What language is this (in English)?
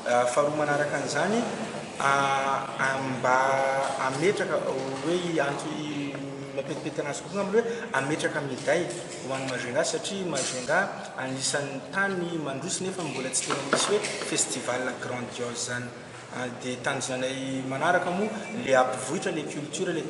Malagasy